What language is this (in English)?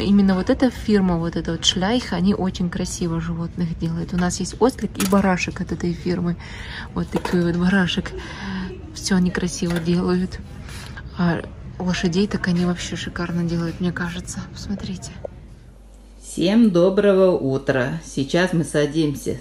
Russian